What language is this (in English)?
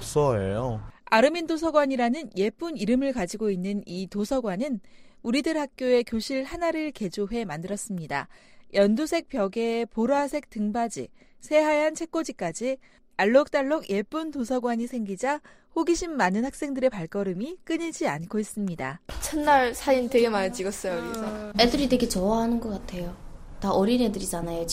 Korean